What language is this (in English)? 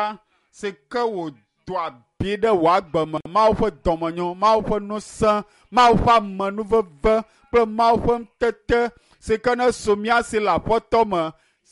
Ewe